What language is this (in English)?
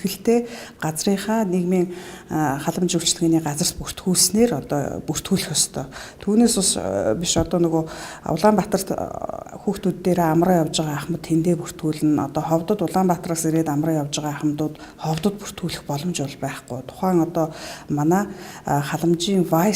Mongolian